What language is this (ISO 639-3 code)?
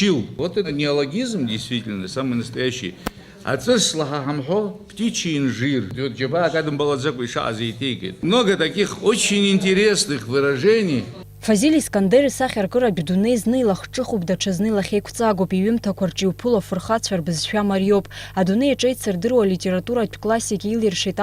abk